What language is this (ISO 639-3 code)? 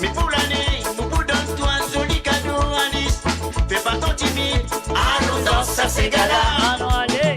mfe